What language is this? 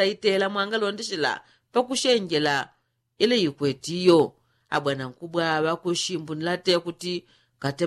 Yao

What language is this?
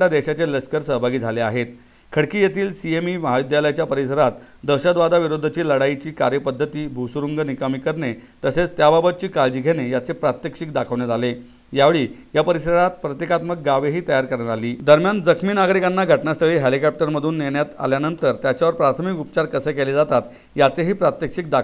Marathi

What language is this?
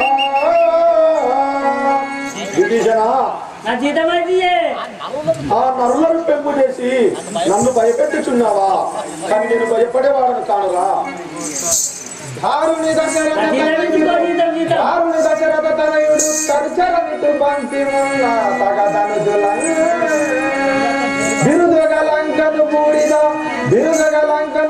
Telugu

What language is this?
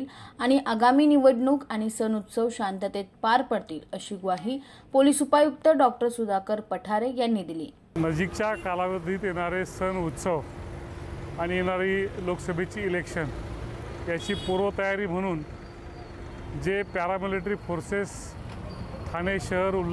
Marathi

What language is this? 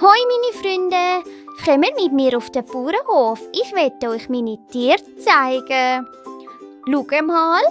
Swiss German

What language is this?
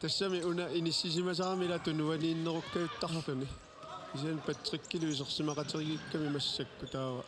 Kalaallisut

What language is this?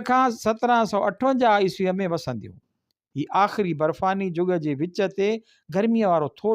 Sindhi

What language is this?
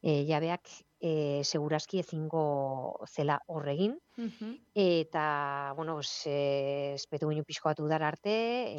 Basque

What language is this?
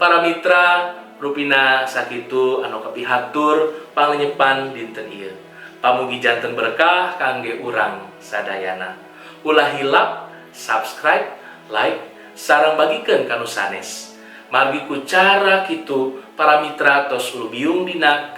Sundanese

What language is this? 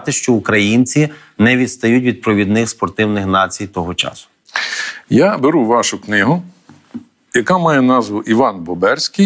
Ukrainian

